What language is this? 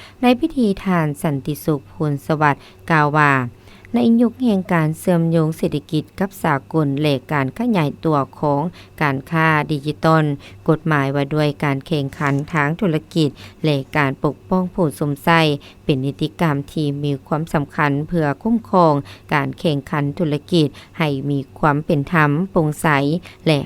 Lao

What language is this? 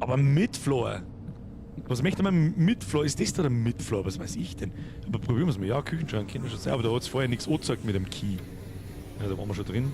Bavarian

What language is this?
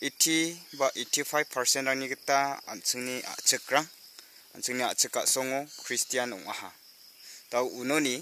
Garo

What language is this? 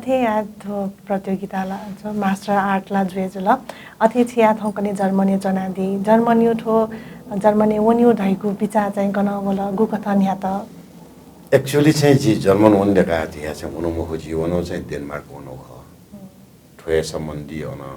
Newari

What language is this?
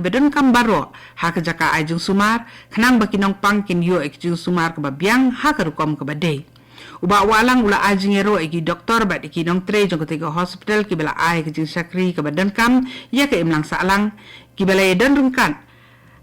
Khasi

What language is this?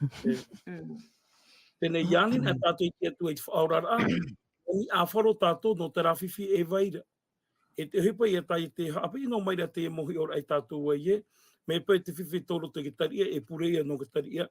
Tahitian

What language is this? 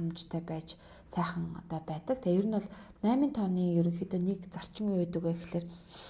Mongolian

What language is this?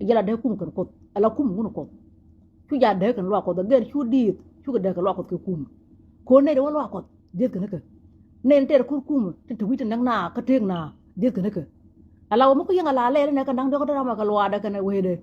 Nuer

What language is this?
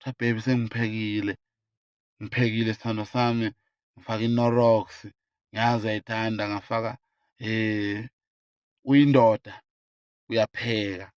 Zulu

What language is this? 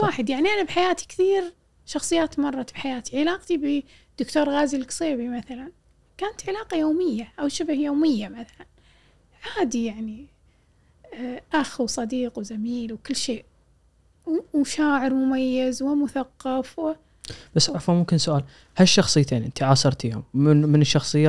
Gulf Arabic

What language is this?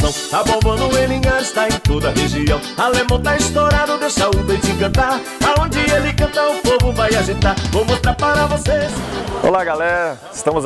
Portuguese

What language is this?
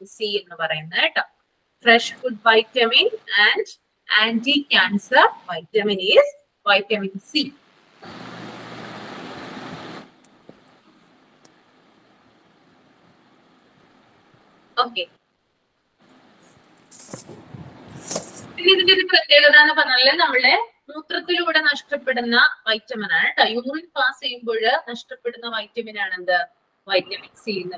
Malayalam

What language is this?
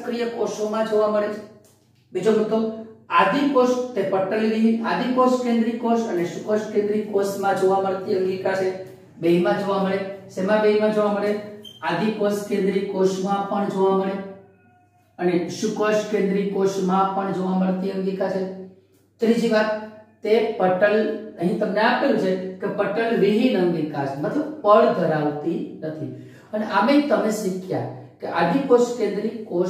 Gujarati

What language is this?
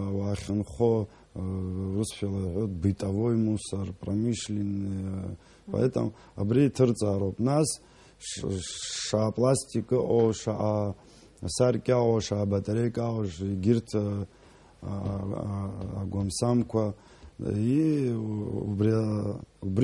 Abkhazian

